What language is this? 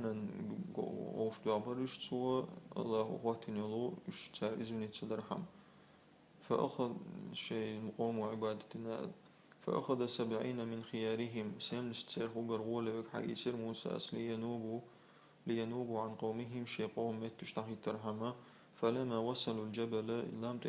Chechen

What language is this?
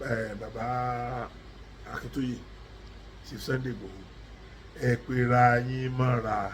Yoruba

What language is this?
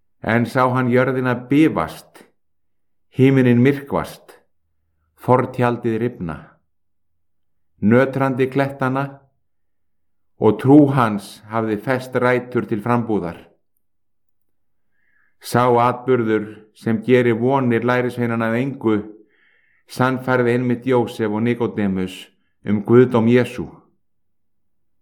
Icelandic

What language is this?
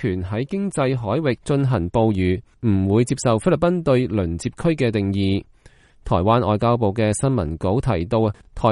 Cantonese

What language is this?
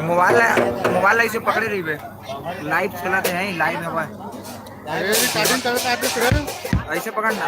Chhattisgarhi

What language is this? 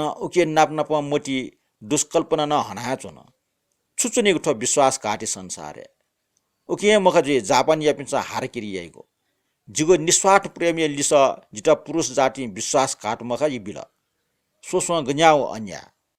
Newari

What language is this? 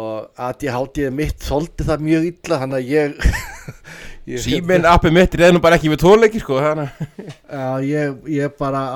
Icelandic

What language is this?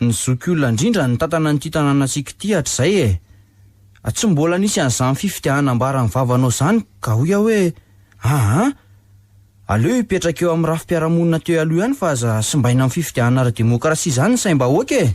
Malagasy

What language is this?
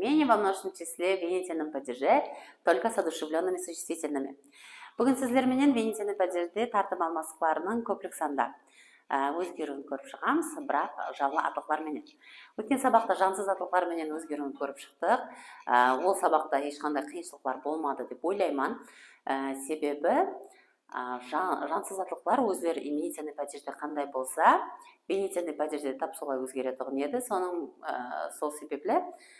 Kara-Kalpak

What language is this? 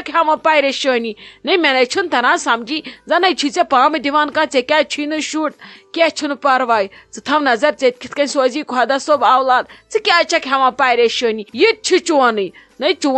Kashmiri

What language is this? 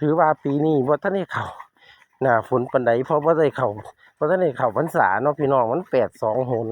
Northeastern Thai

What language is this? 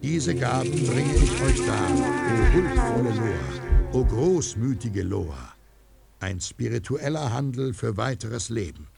Bavarian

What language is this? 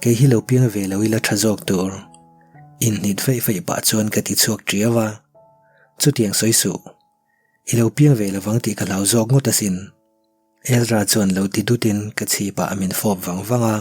Mizo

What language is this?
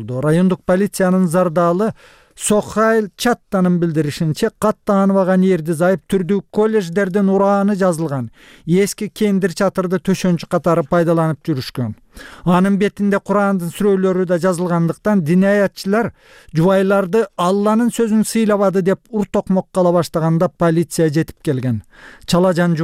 Kyrgyz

